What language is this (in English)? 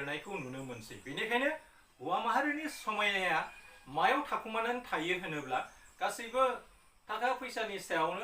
Bodo